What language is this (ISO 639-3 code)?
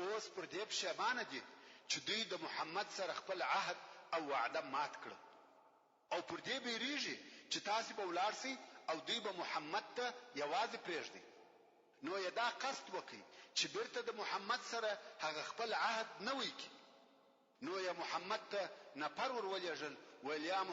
pus